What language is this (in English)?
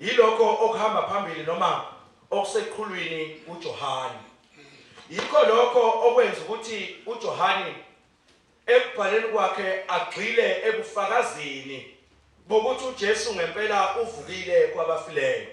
Zulu